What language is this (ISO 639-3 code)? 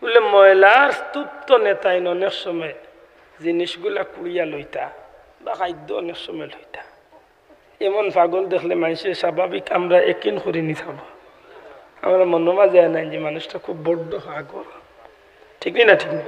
syl